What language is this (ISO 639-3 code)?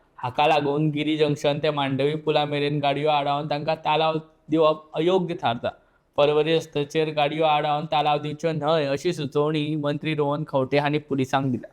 kok